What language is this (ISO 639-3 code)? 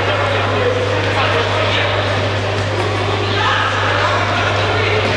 ukr